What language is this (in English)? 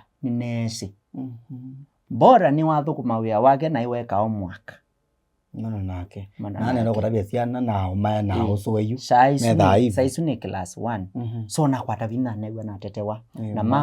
Kamba